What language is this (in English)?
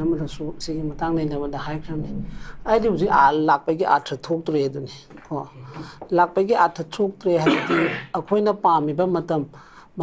Manipuri